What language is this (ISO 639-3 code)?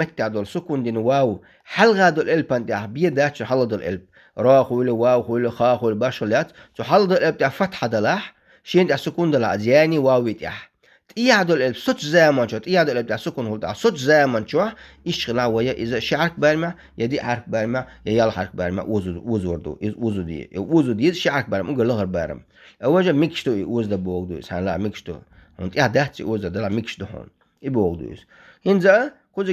che